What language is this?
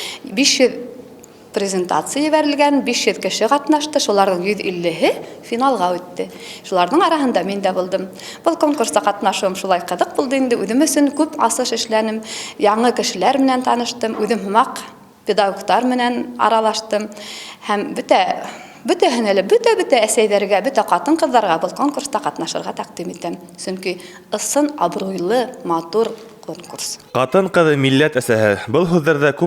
Bashkir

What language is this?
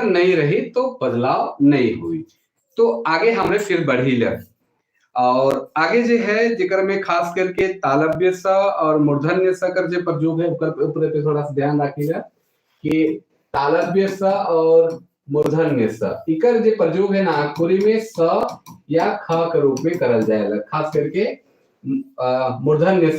Sadri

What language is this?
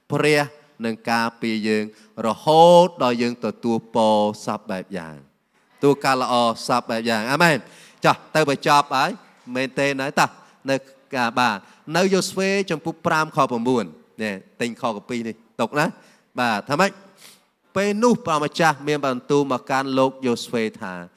Khmer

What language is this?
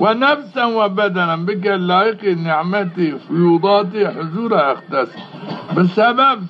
Zaza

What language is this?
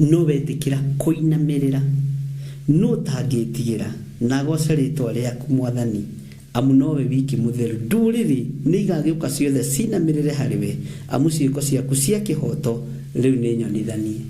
Kikuyu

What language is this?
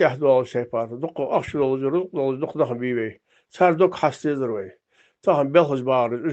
Ingush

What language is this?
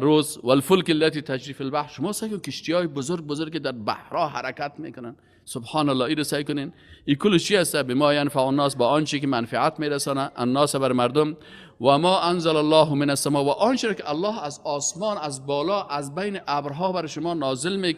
Persian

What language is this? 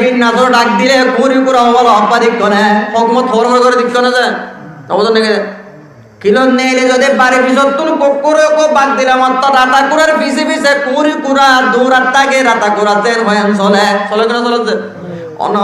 Rohingya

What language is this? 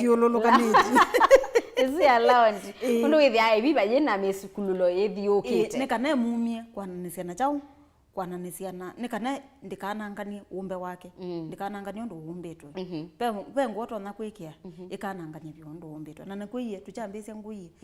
Kamba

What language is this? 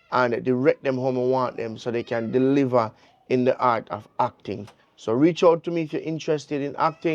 Jamaican Creole English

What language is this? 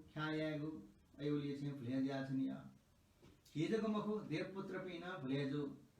Newari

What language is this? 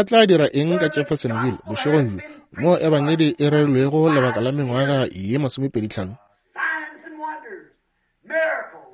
Northern Sotho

